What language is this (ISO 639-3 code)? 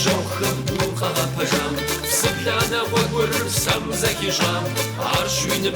kbd